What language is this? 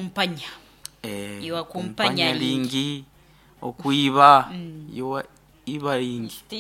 Nyoro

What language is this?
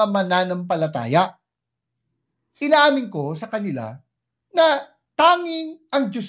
Filipino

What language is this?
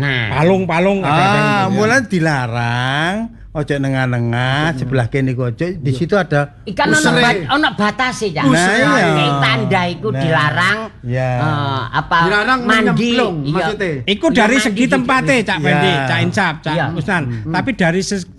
Javanese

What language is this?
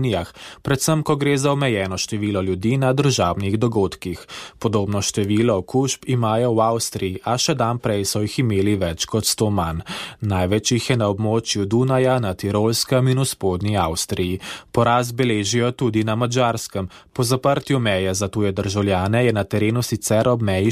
Slovenian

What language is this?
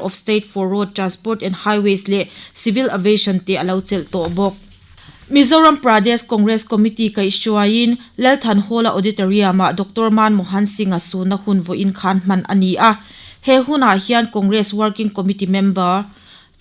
Mizo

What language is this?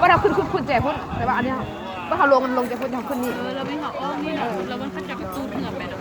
Lao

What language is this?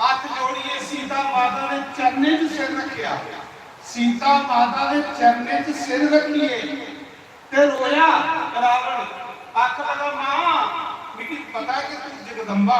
Dogri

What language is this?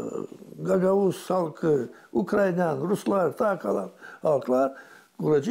Gagauz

